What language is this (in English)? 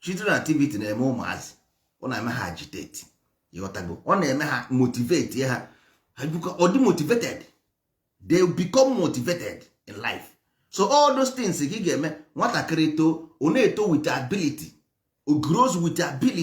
Igbo